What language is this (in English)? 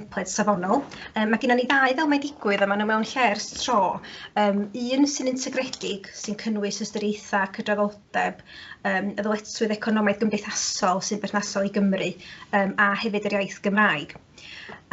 Welsh